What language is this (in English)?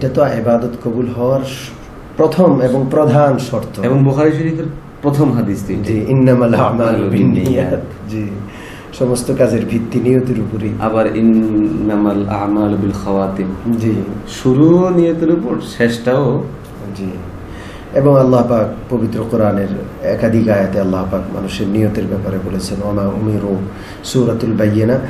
Bangla